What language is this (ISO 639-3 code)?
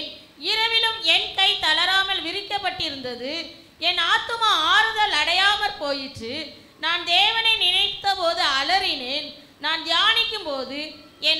tam